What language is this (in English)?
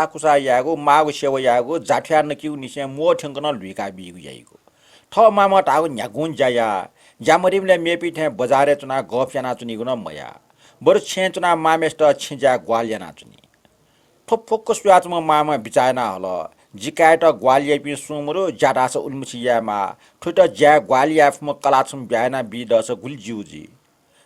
Newari